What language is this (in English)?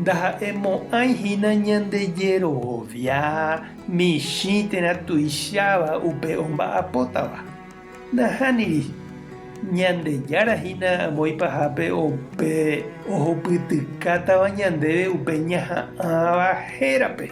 Guarani